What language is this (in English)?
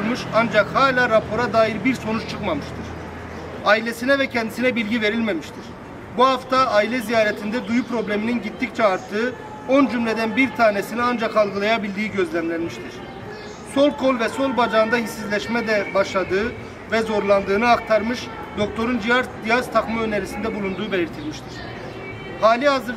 Turkish